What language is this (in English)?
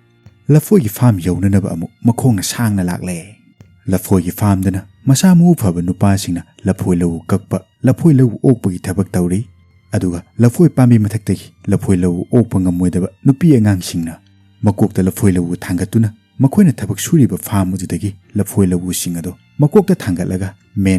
Manipuri